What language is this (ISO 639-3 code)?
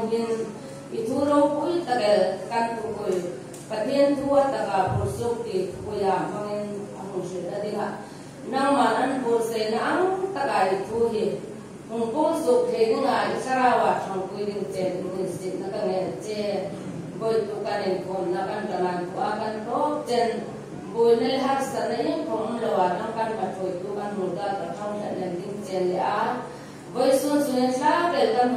hmr